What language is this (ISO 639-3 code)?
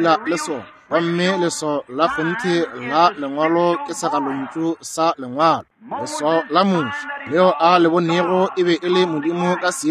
nso